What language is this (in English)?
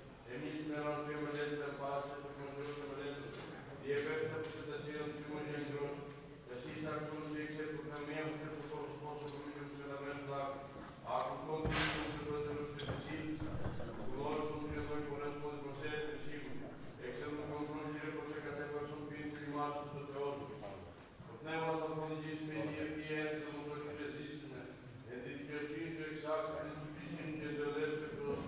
Greek